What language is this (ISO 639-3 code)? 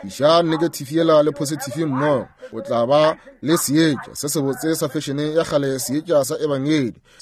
nso